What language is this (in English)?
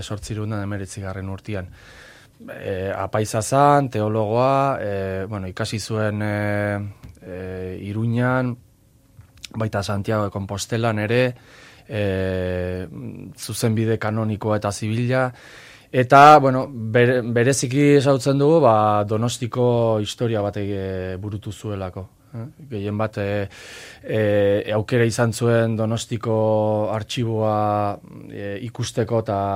Basque